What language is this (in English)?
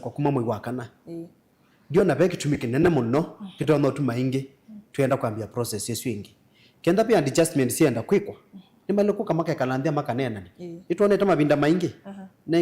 Kamba